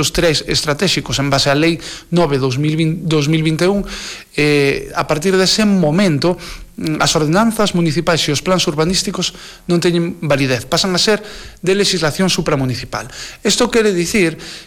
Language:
Galician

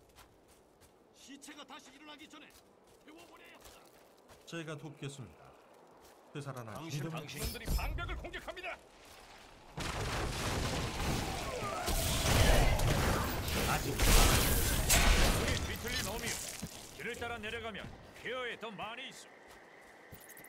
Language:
Korean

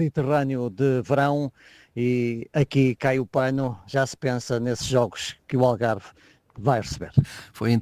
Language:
Portuguese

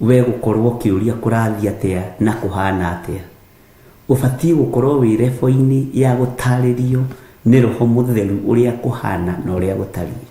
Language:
Kikuyu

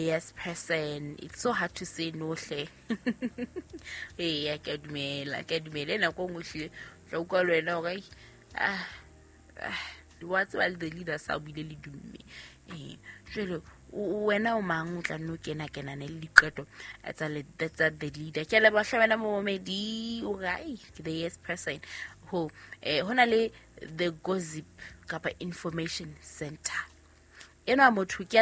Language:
Southern Sotho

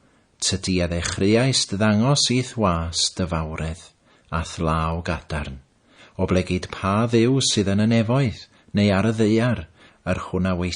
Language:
Welsh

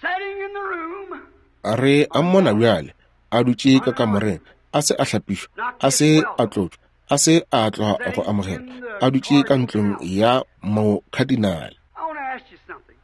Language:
Northern Sotho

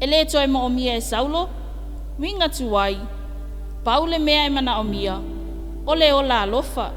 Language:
Samoan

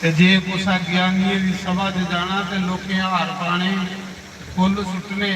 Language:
Dogri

